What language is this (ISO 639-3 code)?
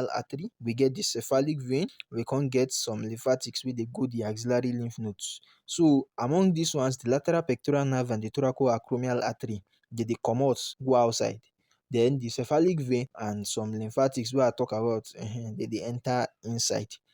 pcm